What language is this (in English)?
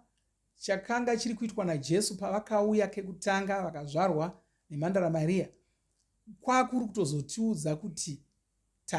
Shona